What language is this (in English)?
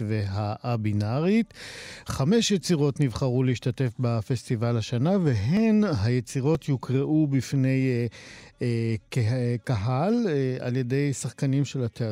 Hebrew